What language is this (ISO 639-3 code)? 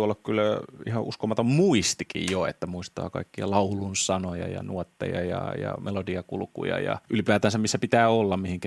fin